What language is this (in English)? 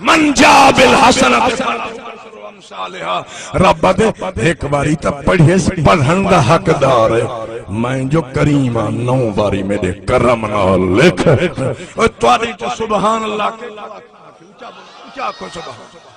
Saraiki